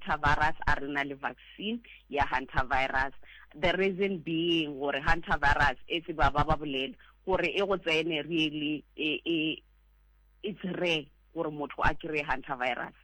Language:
Southern Sotho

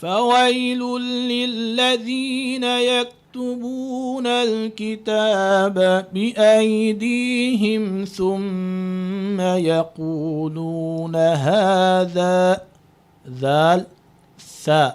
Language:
Divehi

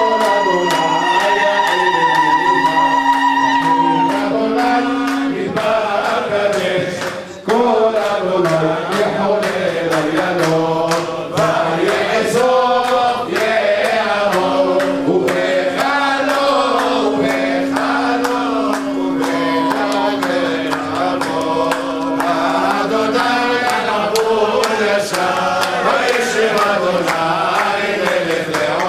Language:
Hebrew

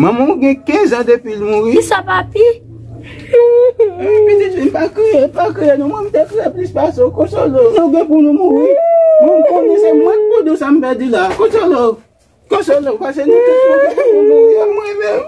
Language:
Haitian Creole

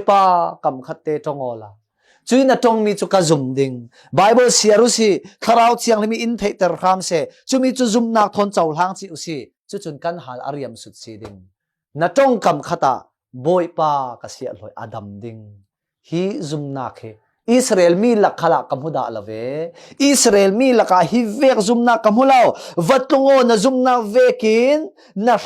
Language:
Falam Chin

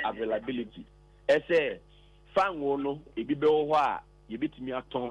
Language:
Akan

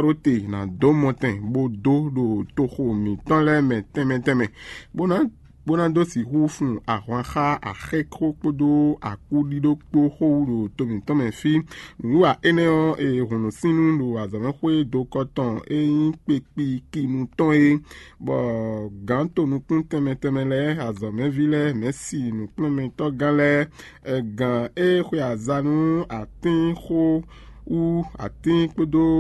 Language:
Fon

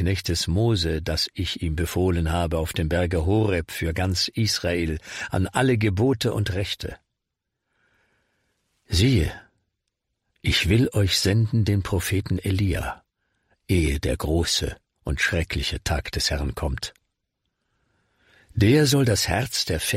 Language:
German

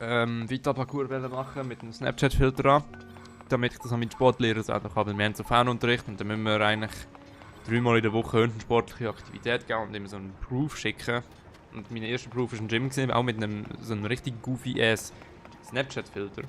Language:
Swiss German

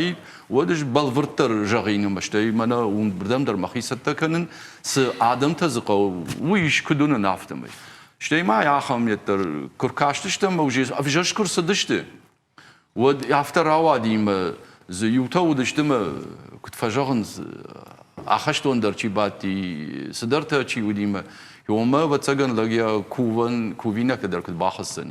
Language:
Ossetic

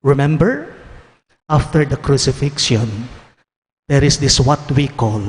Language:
Pampanga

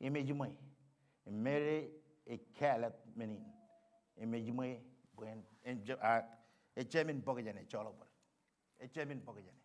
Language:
Marshallese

